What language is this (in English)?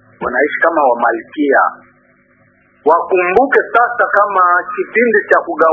Swahili